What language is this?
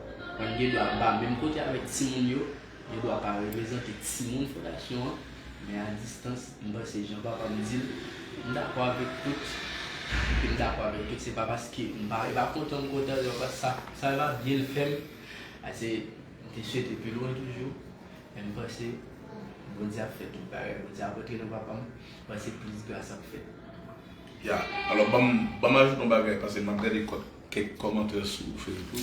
Haitian Creole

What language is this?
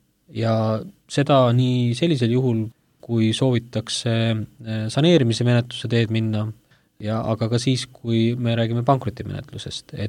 Estonian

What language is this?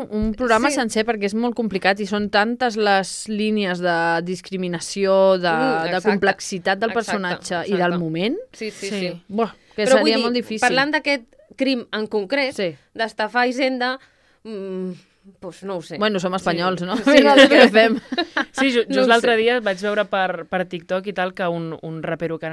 Catalan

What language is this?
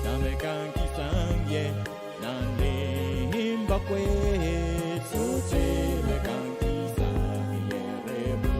Pohnpeian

